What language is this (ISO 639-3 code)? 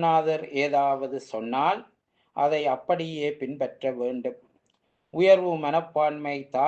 tam